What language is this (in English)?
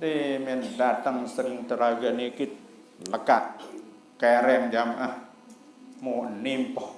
Sasak